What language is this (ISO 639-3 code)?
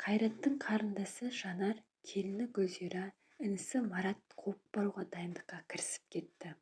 kaz